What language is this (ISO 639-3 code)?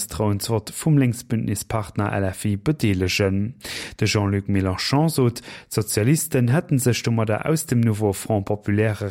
ltz